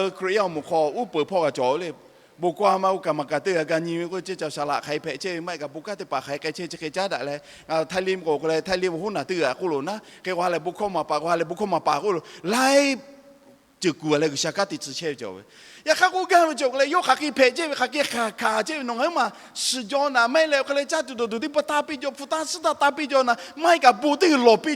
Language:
Lahu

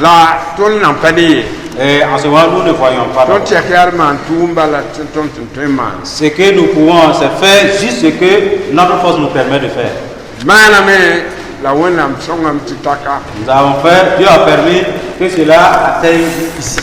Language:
Mossi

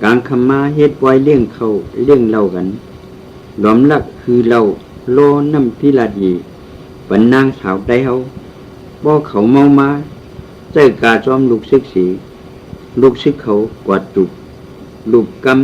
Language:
Shan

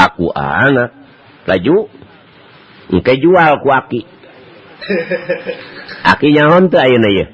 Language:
Sundanese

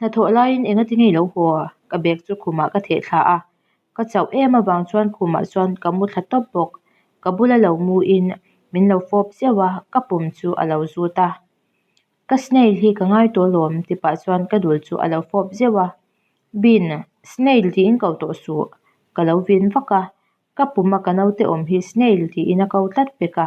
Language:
Mizo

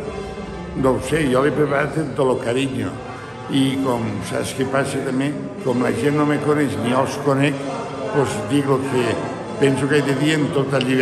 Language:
Catalan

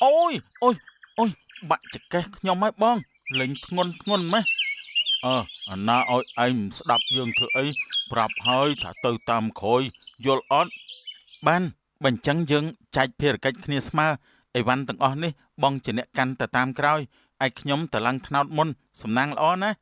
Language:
Khmer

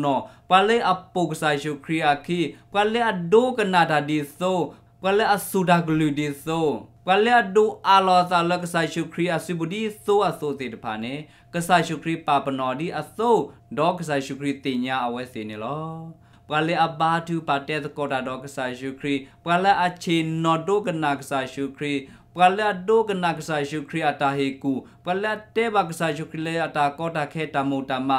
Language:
S'gaw Karen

